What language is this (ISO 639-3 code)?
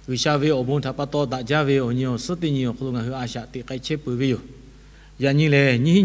lhu